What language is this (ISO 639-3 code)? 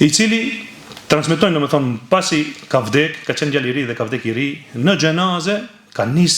sqi